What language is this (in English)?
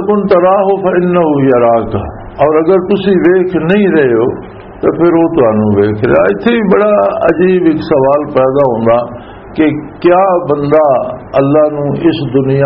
Western Panjabi